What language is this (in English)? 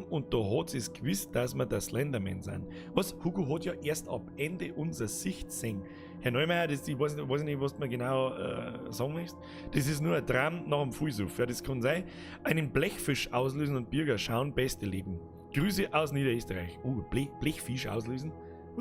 Bavarian